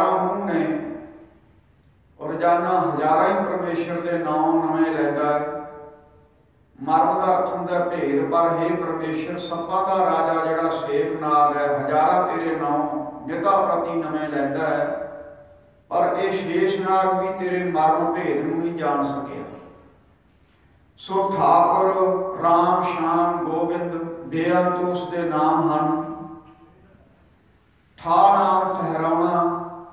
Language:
Punjabi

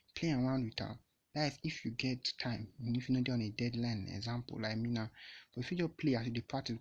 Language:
Nigerian Pidgin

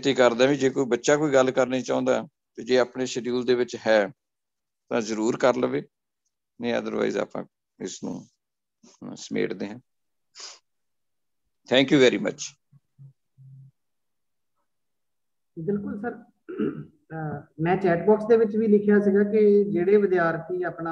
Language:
Punjabi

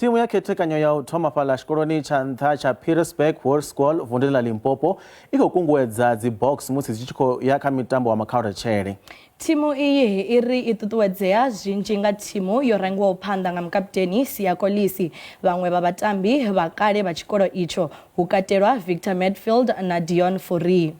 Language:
Venda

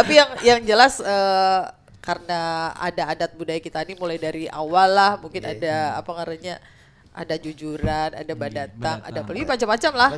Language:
Banjar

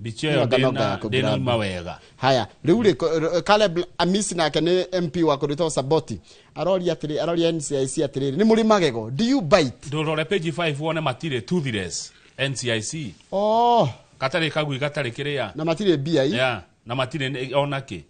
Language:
Kikuyu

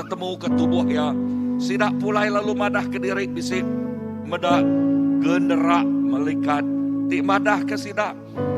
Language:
Iban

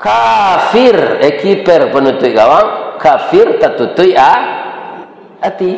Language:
Minangkabau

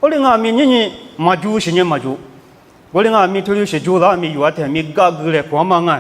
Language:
Lisu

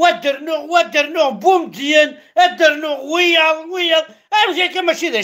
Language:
Kabyle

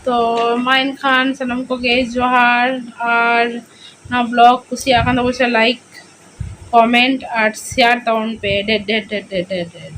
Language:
Santali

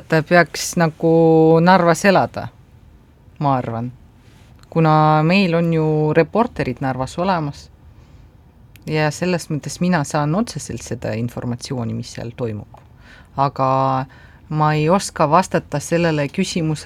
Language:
Estonian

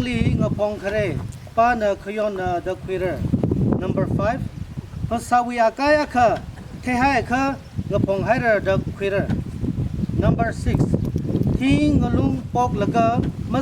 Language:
Tangkhul Naga (India)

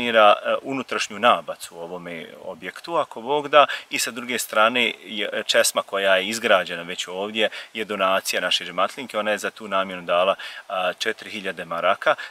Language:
Bosnian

